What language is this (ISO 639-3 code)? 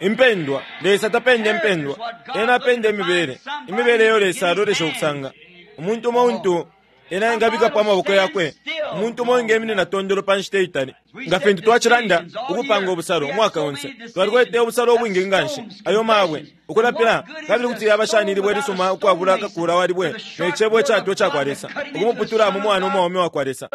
bem